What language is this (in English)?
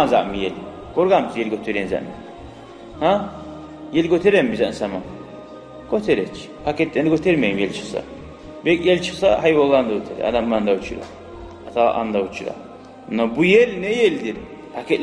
Kumyk